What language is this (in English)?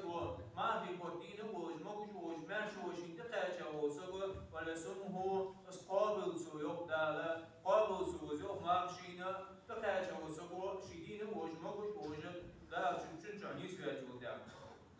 Ingush